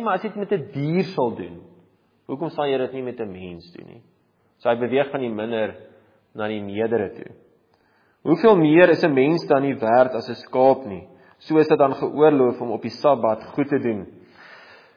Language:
Afrikaans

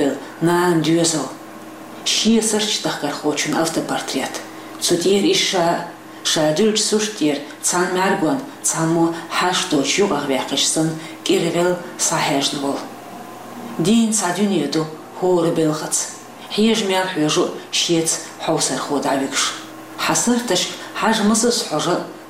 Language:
Chechen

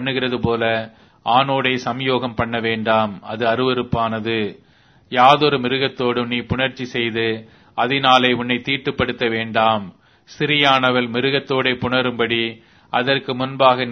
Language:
Tamil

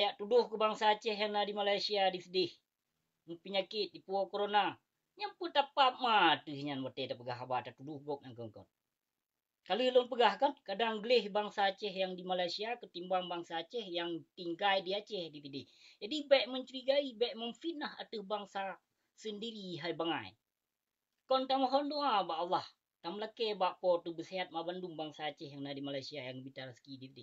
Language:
Achinese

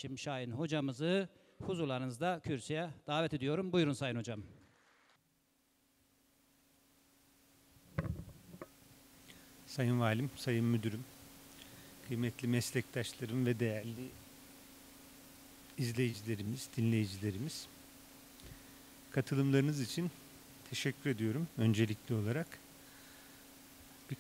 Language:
Turkish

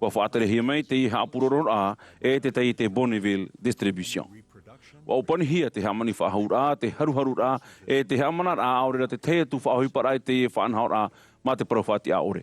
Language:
Tahitian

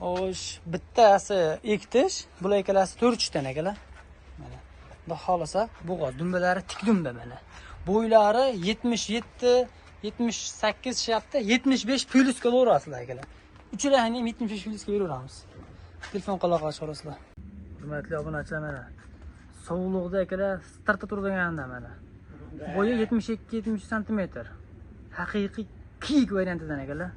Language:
Uzbek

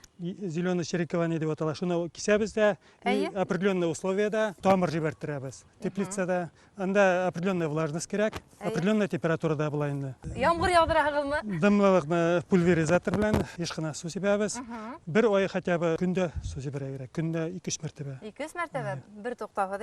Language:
Bashkir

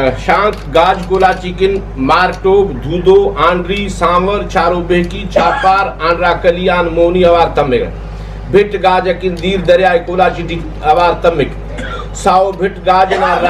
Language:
Brahui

